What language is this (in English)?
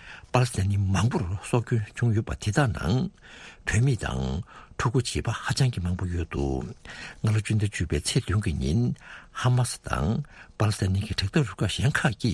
Tibetan